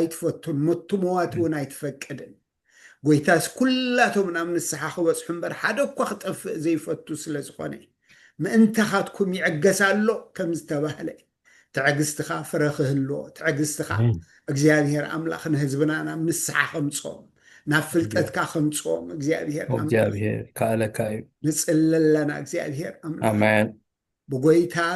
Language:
Tigrinya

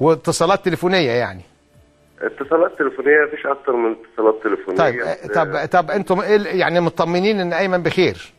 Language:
Egyptian Arabic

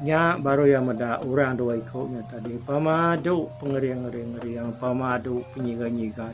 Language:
Iban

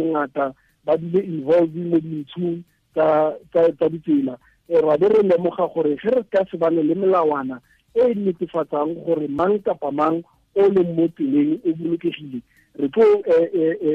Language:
Tswana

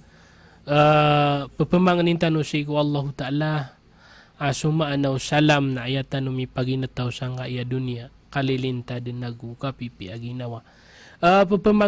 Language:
Maranao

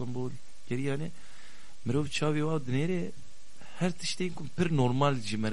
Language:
Kurdish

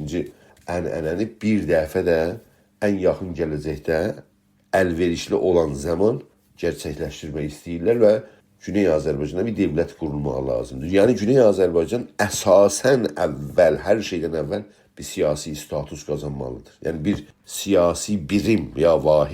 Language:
South Azerbaijani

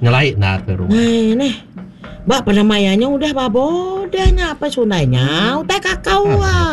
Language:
Iban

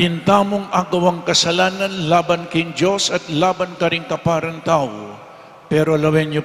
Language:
Pampanga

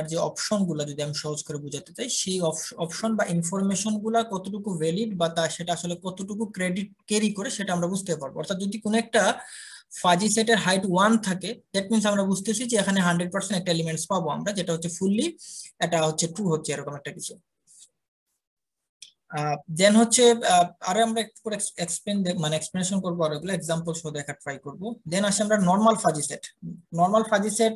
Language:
Bangla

